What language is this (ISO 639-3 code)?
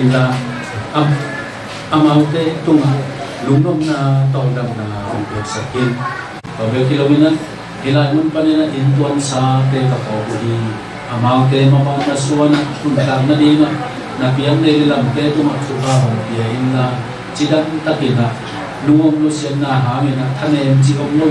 ctd